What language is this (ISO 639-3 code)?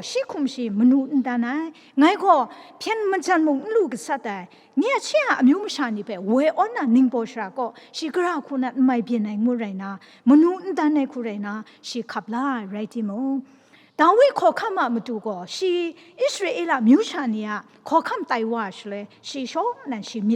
kac